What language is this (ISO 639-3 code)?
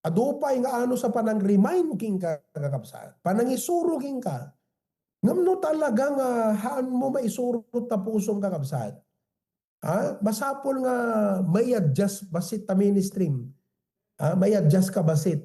ilo